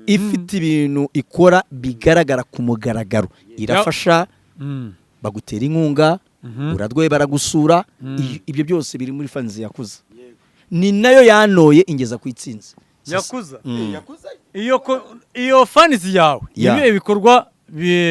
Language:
Kinyarwanda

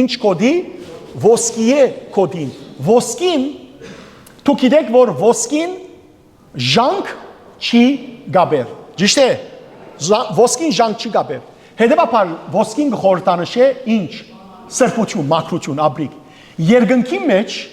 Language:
Western Armenian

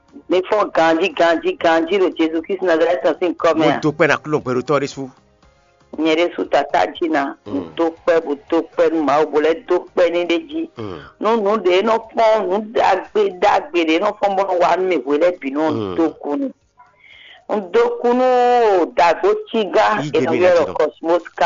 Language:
Fon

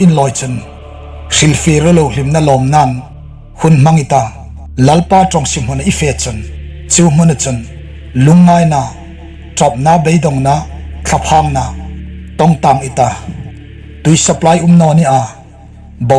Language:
Hmar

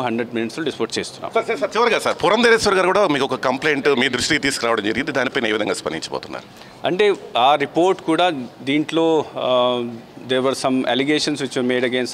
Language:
Telugu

